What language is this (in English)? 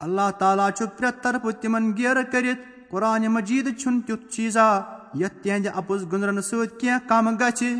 Kashmiri